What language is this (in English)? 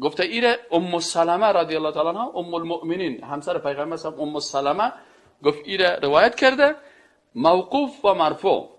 Persian